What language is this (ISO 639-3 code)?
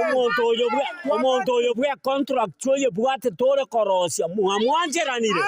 guz